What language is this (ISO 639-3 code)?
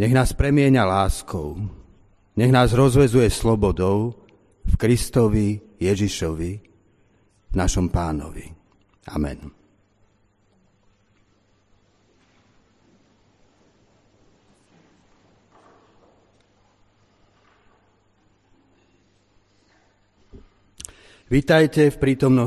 slk